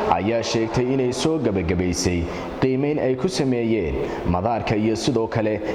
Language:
Somali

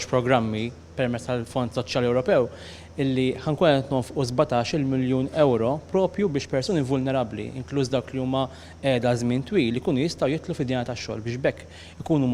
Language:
Maltese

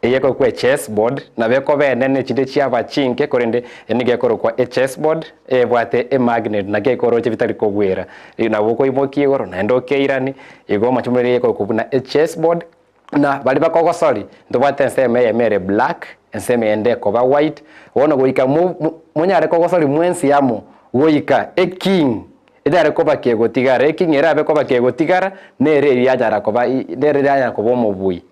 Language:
Gusii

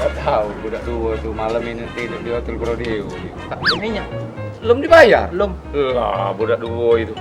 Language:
Musi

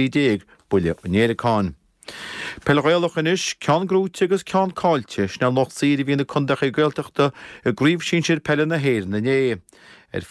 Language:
Irish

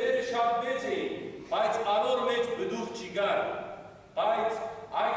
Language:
Western Armenian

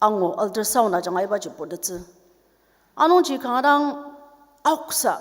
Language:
Ao Naga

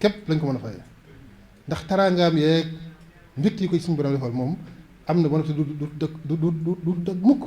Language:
Wolof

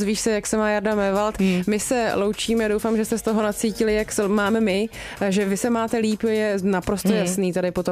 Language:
Czech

